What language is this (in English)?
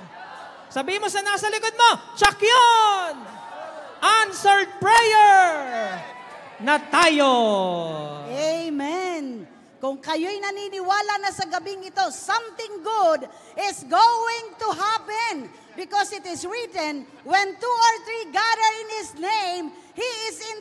Filipino